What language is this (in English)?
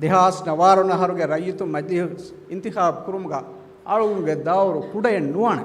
Divehi